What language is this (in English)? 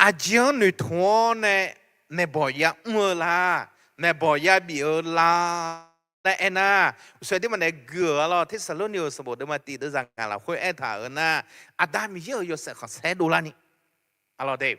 Akha